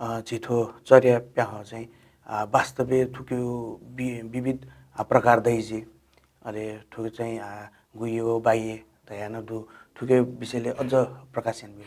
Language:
Newari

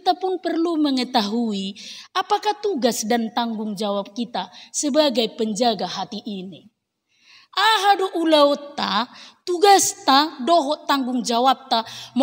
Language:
Batak Toba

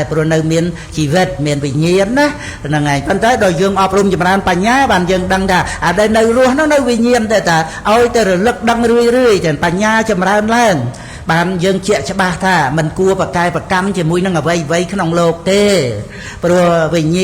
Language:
Khmer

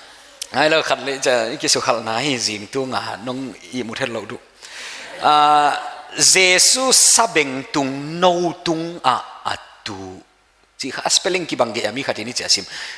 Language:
Paite Chin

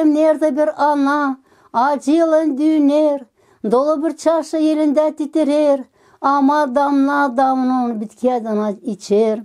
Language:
Gagauz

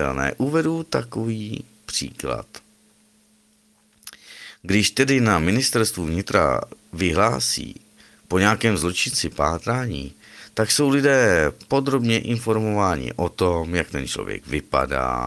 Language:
Czech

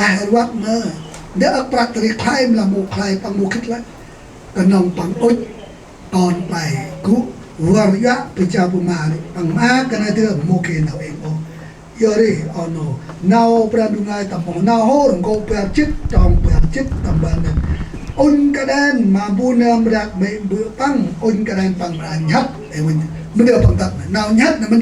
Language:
Central Mnong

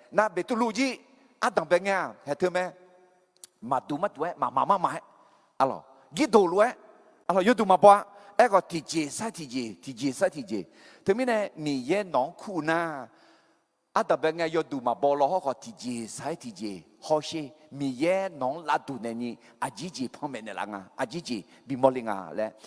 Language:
Akha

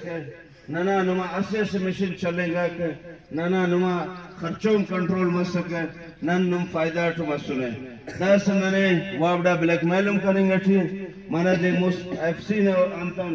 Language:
Brahui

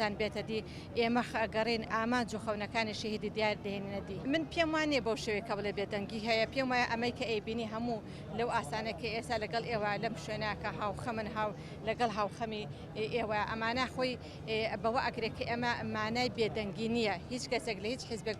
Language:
Central Kurdish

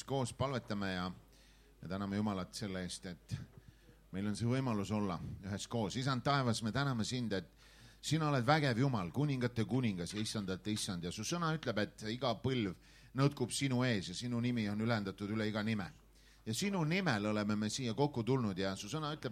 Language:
Estonian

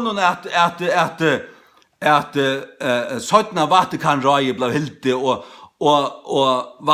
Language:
Faroese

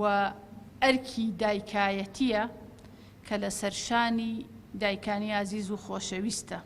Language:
Central Kurdish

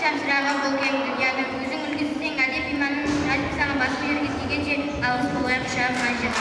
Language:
Kara-Kalpak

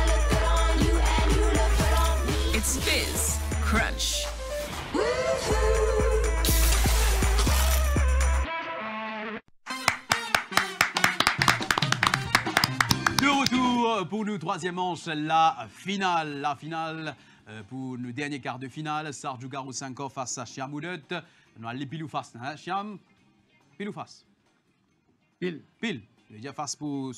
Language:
French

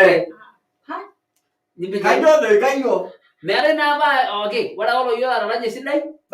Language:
Masai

